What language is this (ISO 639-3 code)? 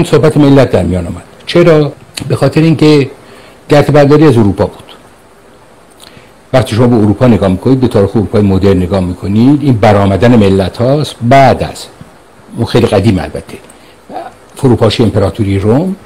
fas